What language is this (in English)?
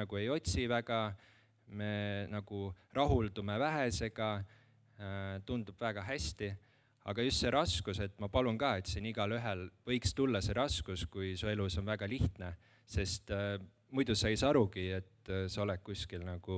Estonian